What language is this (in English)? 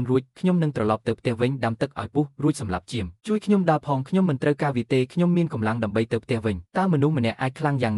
Khmer